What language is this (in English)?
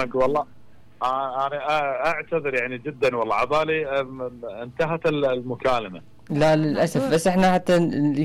Mesopotamian Arabic